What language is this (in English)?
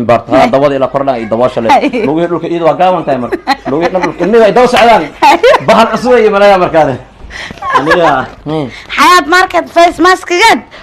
Somali